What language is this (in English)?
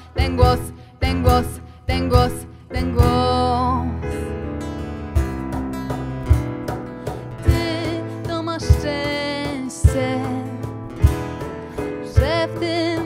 Polish